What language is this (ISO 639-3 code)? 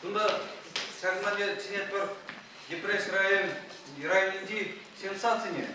chv